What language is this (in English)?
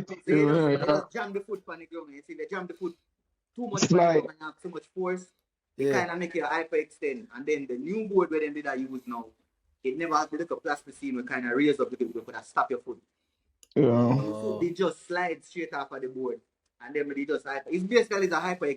Jamaican Creole English